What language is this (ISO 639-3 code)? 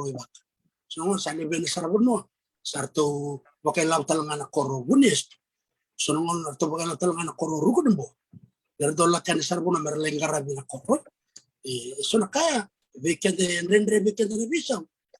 fij